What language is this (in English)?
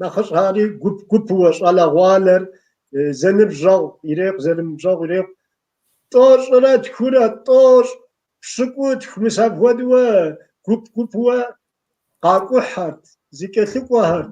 Kabardian